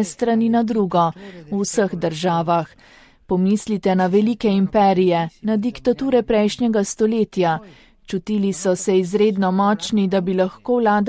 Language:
Slovenian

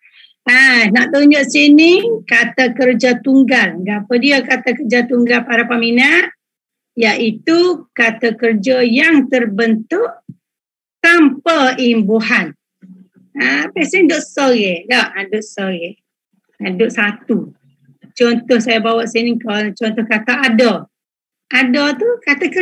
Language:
Malay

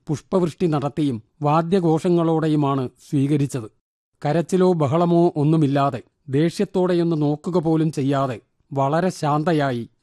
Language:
Malayalam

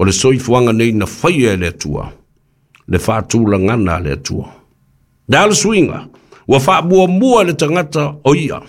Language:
Samoan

